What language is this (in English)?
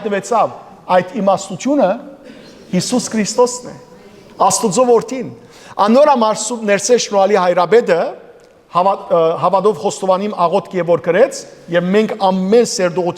Western Armenian